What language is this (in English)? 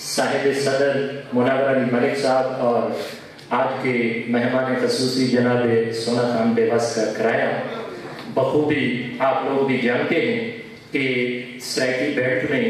Saraiki